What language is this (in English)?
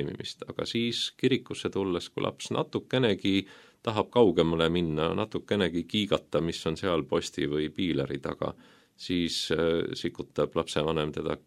Estonian